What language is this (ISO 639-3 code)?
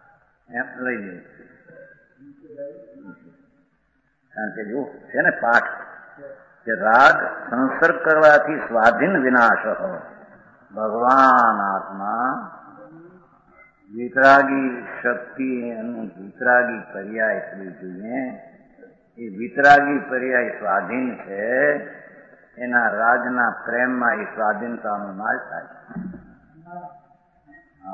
guj